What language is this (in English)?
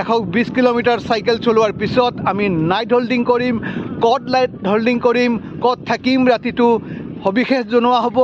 Assamese